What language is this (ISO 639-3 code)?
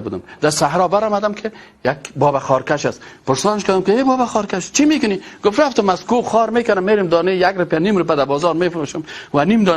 fas